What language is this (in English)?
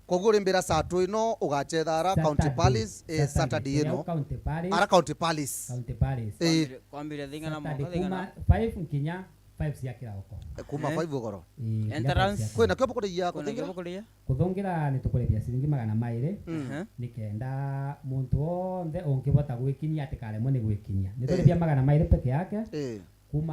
Meru